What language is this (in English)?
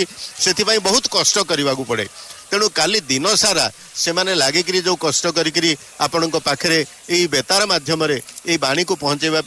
Odia